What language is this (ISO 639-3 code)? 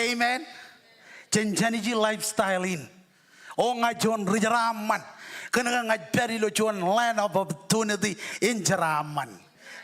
mah